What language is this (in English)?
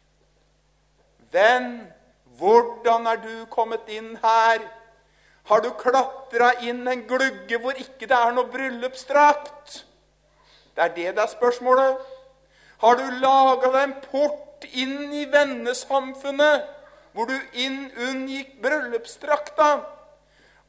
Norwegian